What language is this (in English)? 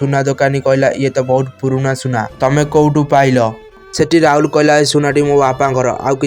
Odia